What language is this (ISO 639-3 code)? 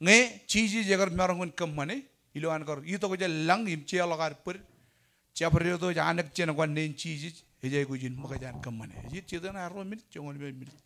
mah